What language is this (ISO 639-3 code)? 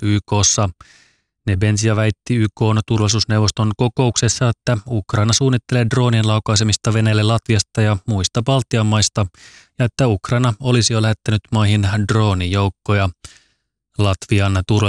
fin